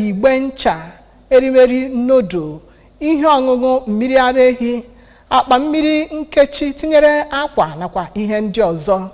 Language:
Igbo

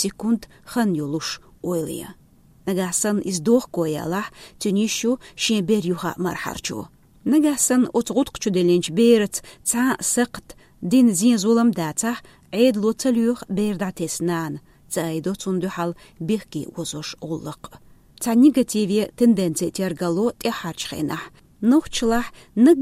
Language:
Chechen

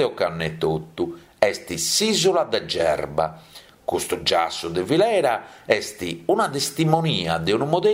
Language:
Sardinian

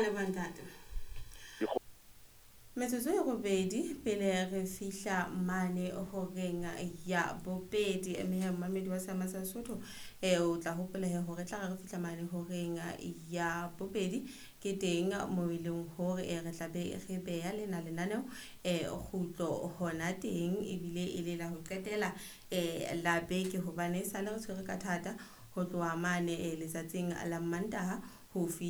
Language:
Southern Sotho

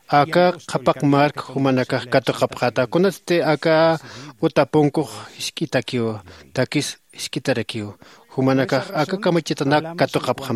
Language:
Aymara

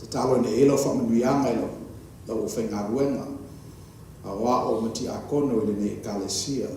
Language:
Samoan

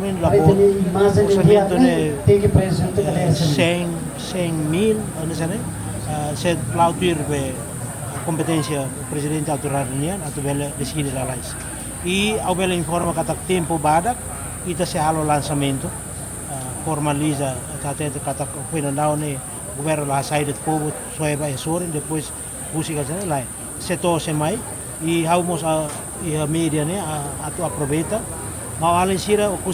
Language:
Tetum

